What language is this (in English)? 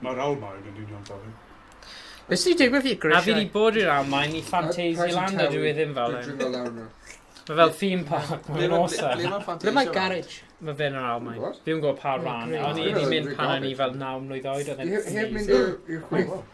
Welsh